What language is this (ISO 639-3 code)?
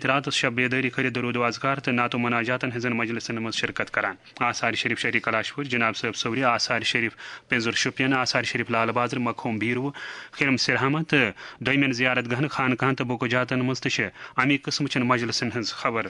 kas